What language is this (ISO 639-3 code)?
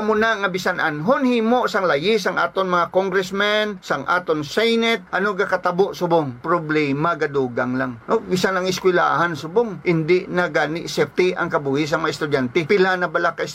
hil